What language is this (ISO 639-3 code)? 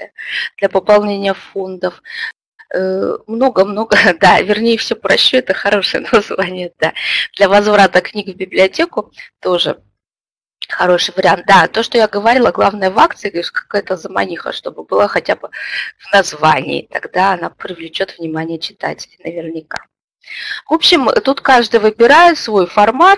rus